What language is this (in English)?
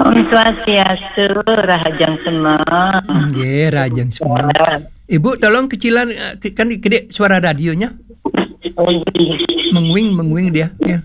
Balinese